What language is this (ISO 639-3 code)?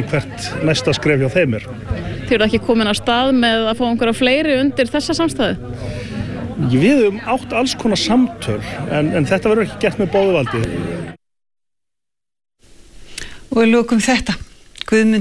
isl